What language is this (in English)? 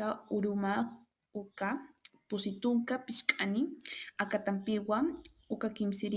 Aymara